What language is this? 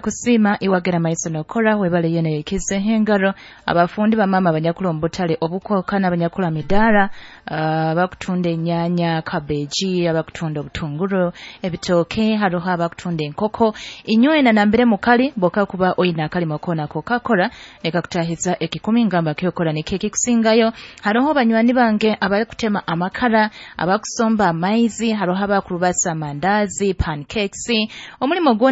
Nyoro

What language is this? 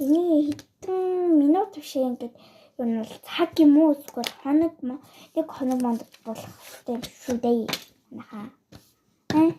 Mongolian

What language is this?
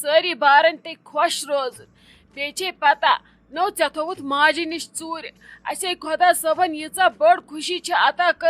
Kashmiri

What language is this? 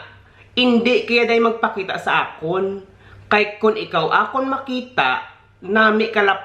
Hiligaynon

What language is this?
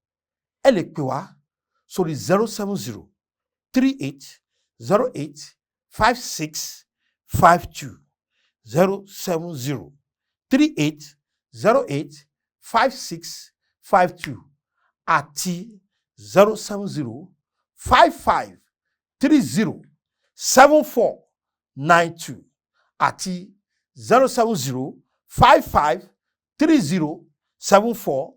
Yoruba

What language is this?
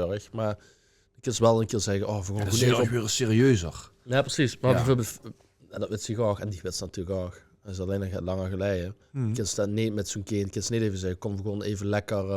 Limburgish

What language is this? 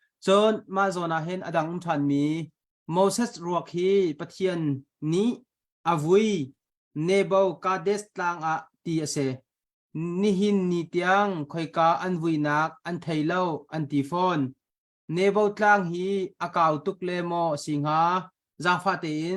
Hakha Chin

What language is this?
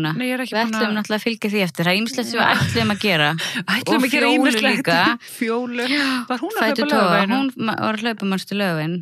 Icelandic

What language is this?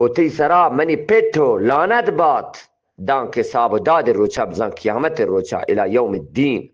Eastern Balochi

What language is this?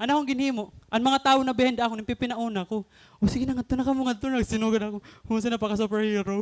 Waray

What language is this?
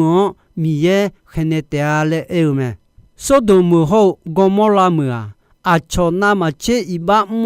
Akha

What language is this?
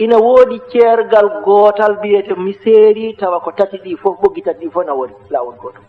Fula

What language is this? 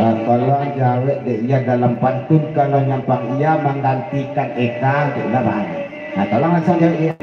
Minangkabau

